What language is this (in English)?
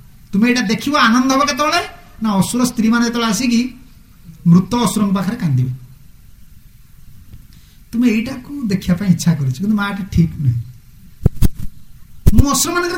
Odia